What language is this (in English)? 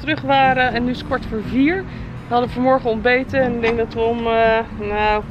Dutch